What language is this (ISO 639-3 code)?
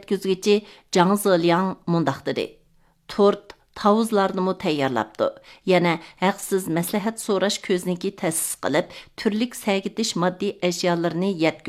uig